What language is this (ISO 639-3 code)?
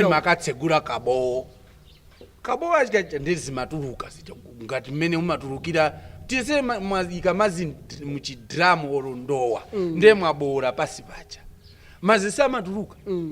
nya